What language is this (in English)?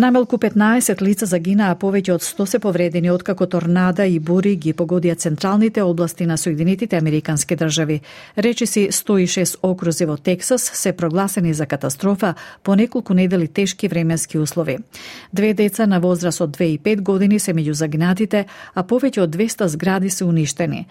Macedonian